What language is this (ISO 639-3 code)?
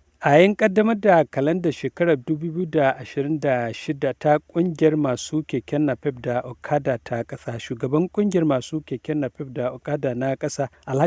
hau